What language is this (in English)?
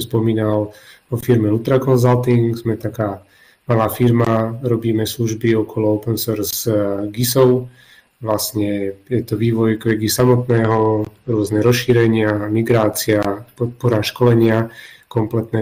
Slovak